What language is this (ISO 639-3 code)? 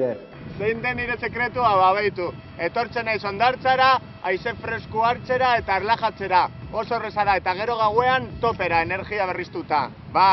eus